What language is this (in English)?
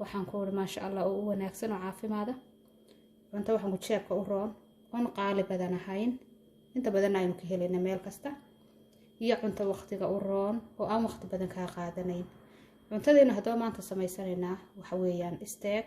Somali